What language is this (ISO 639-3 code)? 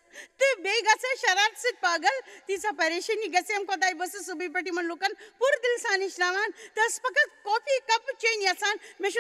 kas